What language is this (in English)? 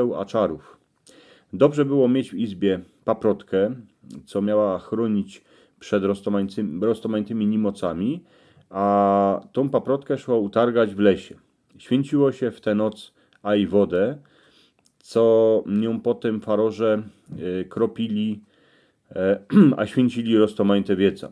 Silesian